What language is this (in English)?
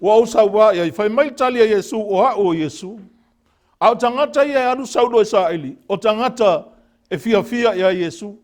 Samoan